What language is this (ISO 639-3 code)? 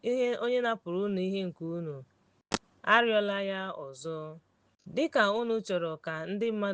ibo